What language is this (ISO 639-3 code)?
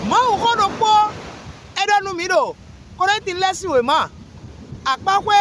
fon